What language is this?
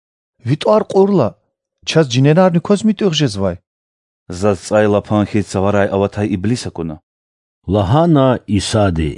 Lezghian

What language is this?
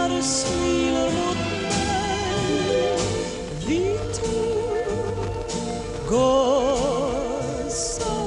Norwegian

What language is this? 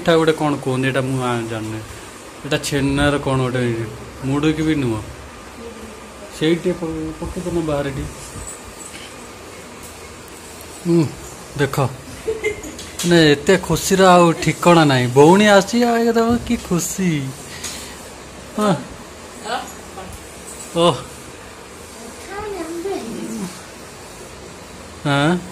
Odia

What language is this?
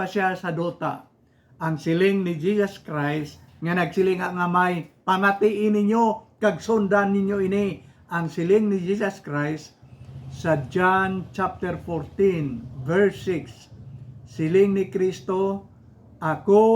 Hiligaynon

